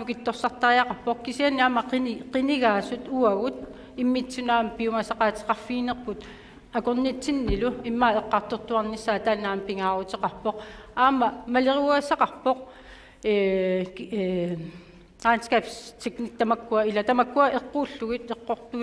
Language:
Kalaallisut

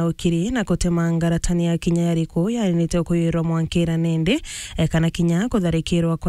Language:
Meru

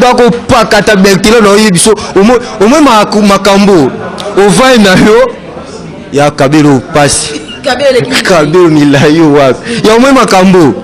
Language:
Lingala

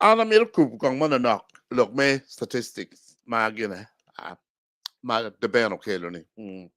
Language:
Acoli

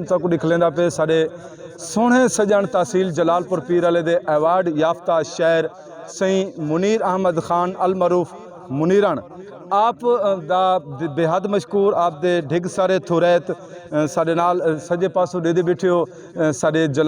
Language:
Saraiki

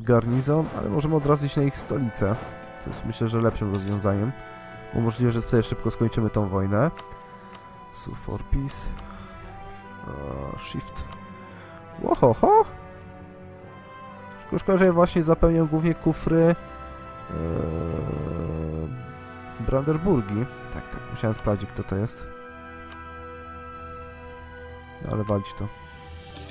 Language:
Polish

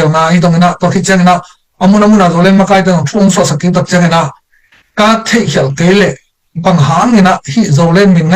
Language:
Tedim Chin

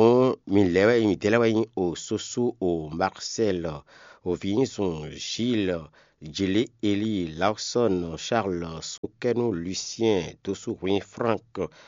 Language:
Fon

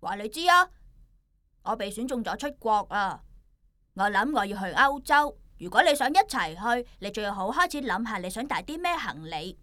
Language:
Cantonese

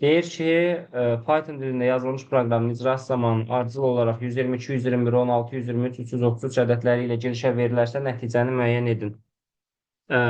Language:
Azerbaijani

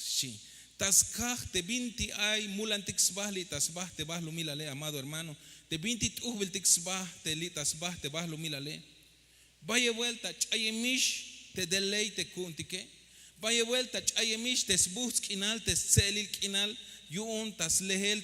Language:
Tzeltal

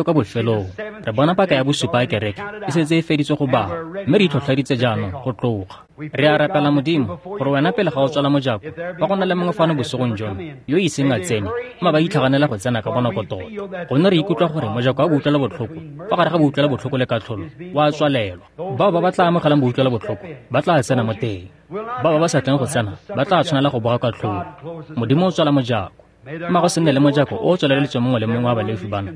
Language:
Tswana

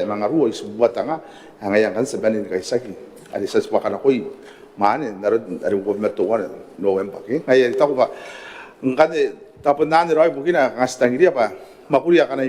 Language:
Gilbertese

